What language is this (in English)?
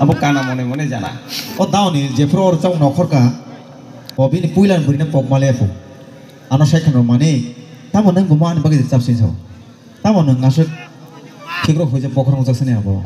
Kok Borok